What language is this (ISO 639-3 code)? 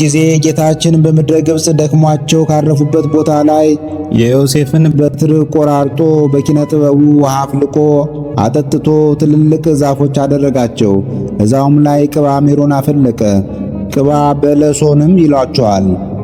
amh